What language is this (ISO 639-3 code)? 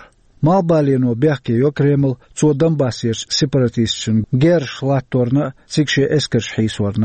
che